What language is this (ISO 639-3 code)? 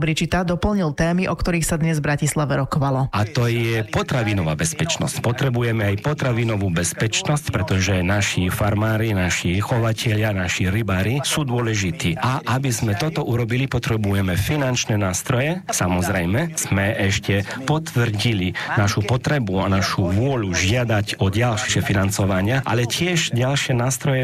slk